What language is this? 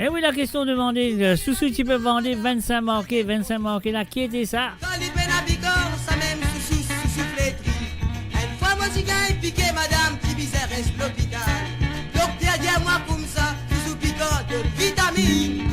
Morisyen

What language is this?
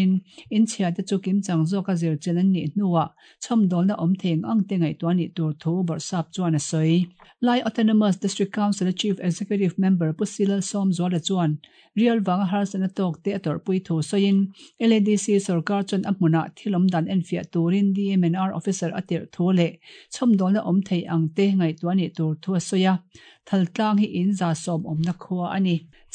Mizo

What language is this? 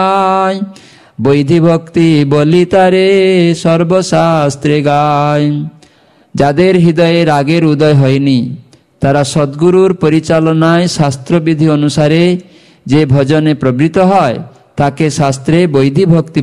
Bangla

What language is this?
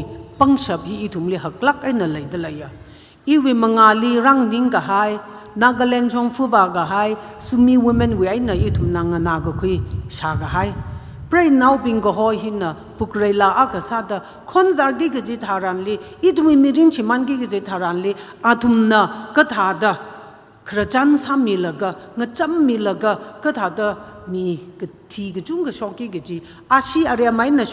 Tangkhul Naga (India)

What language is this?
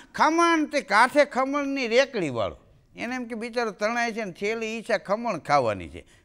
Gujarati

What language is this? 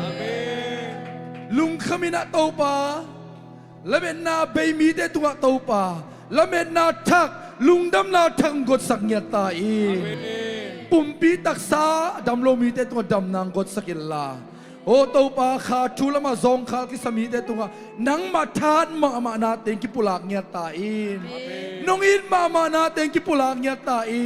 Tedim Chin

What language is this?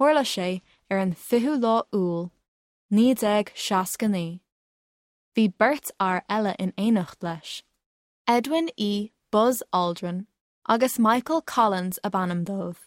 Irish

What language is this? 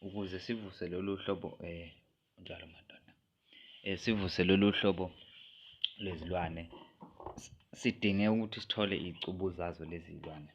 Zulu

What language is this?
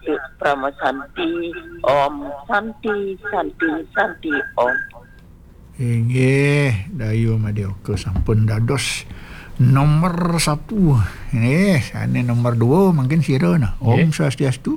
Balinese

